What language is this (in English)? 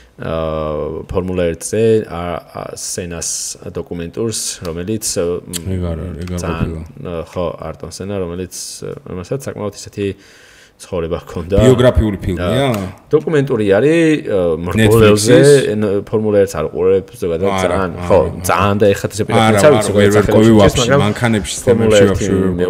Georgian